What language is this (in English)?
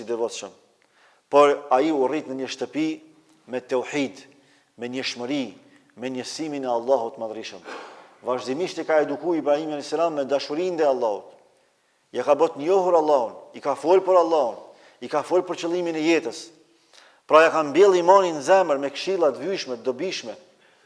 Albanian